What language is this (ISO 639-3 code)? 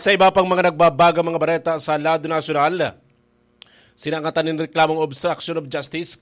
bik